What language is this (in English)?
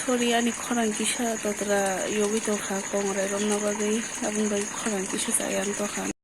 Kok Borok